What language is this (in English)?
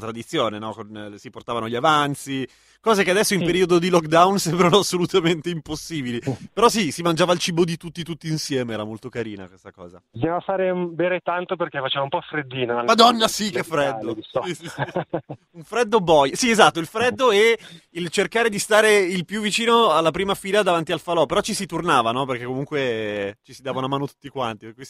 Italian